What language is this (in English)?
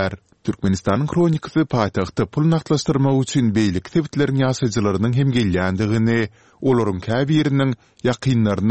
Turkmen